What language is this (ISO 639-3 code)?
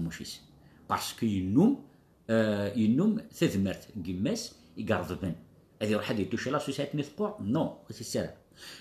kab